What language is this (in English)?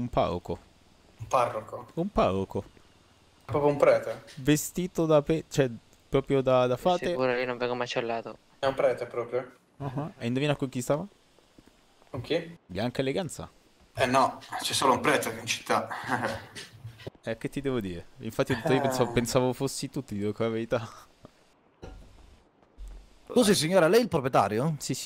Italian